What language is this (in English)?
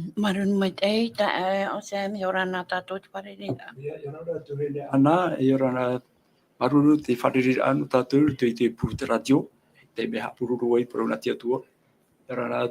Tahitian